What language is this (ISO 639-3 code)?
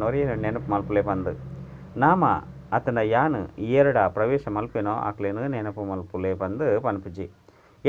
tcy